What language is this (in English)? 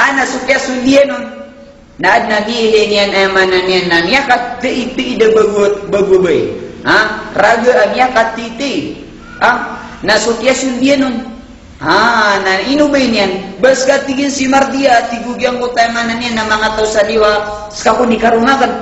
Maranao